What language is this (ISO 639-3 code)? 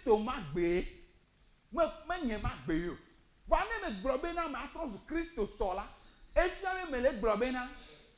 ewe